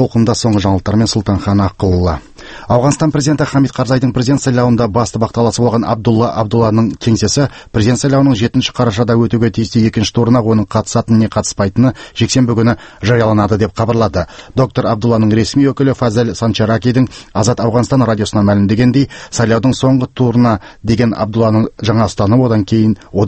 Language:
Kazakh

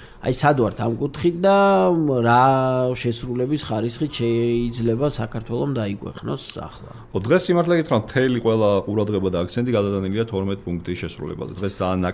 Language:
Georgian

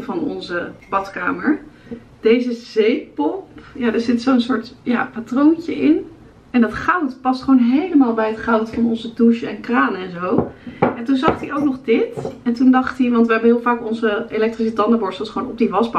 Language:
Dutch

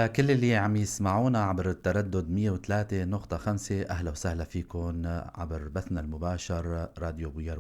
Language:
North Levantine Arabic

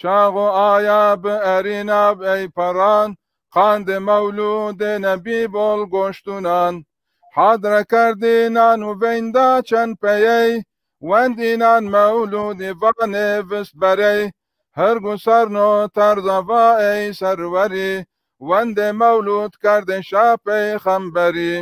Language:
Zaza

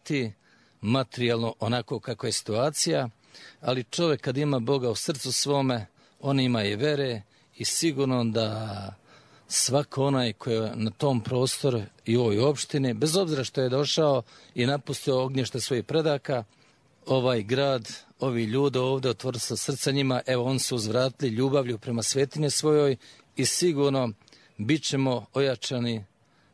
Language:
Serbian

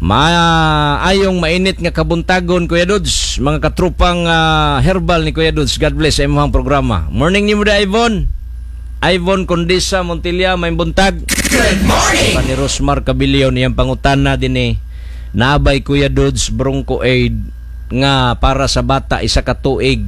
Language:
Cebuano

